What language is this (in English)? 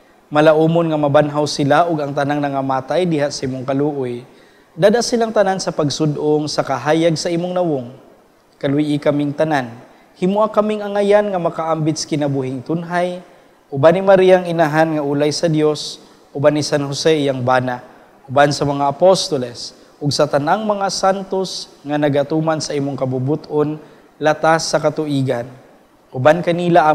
Cebuano